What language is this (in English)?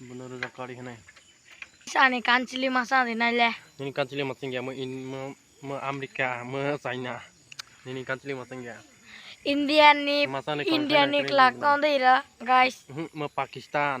Kok Borok